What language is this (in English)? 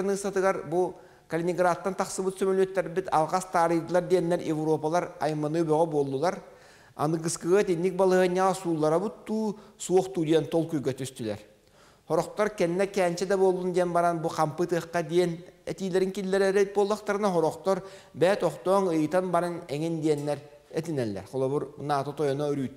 Yakut